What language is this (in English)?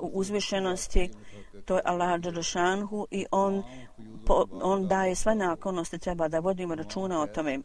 Bosnian